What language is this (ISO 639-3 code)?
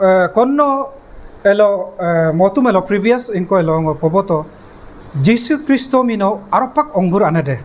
adi